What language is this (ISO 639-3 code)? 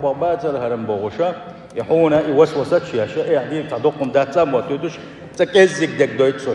che